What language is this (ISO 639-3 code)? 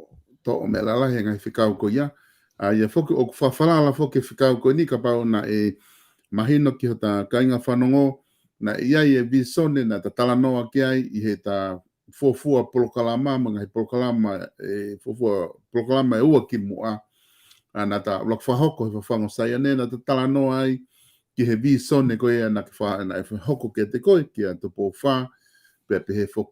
ton